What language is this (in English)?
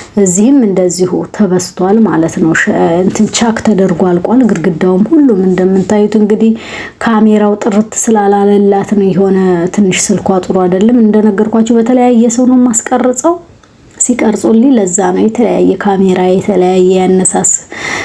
Amharic